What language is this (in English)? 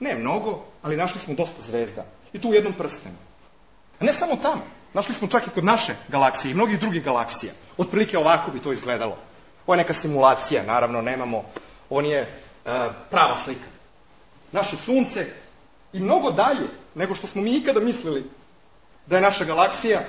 Serbian